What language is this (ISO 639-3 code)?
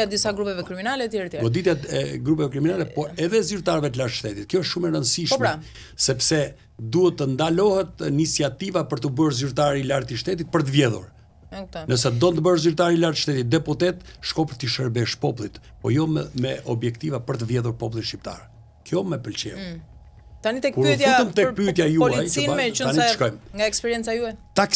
sqi